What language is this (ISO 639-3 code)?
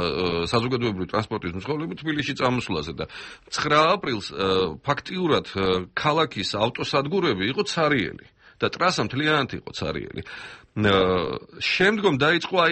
kat